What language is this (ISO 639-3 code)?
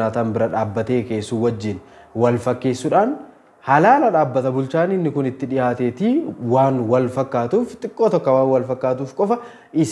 orm